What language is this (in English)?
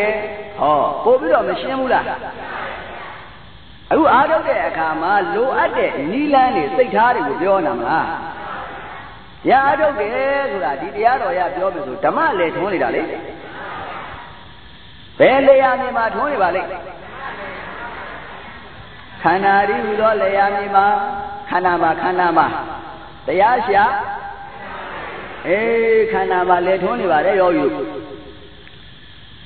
Burmese